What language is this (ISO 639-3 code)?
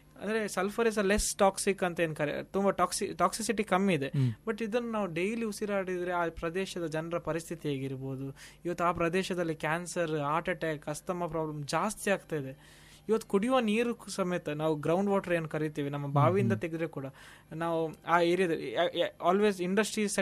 kan